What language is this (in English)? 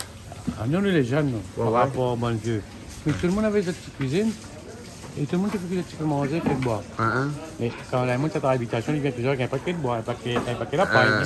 Réunion Creole French